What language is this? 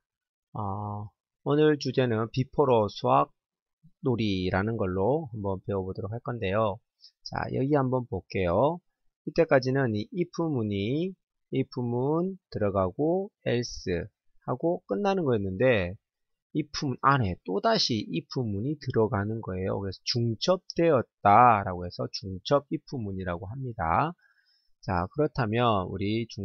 Korean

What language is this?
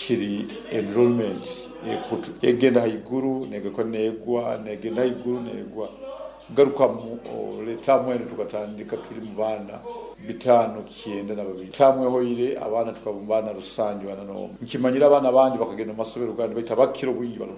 Nyoro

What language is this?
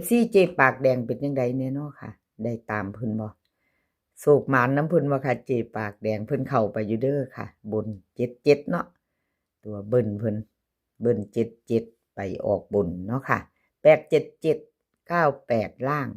Northeastern Thai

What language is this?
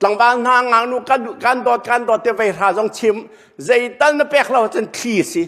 Hakha Chin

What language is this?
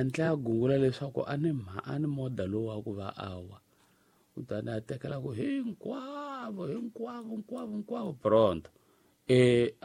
Tsonga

